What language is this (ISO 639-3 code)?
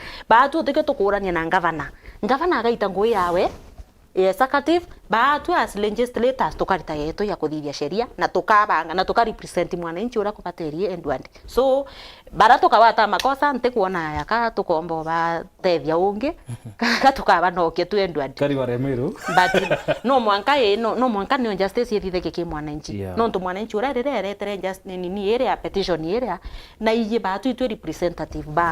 mer